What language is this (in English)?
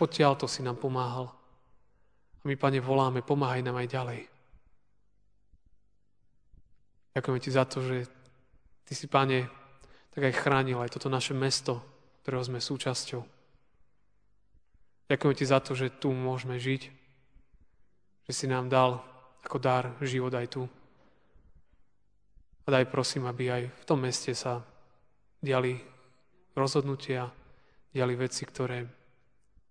Slovak